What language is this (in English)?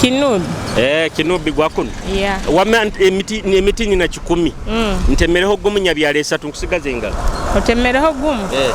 Nyoro